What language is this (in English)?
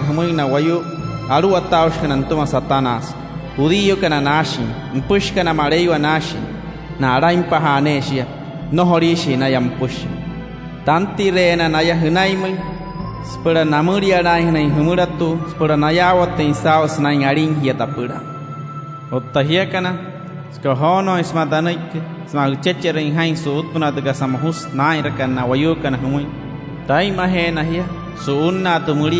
Wayuu